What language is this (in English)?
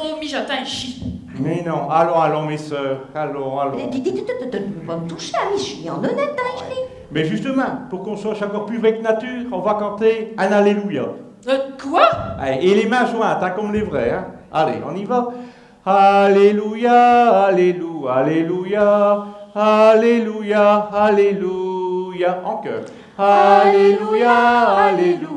Picard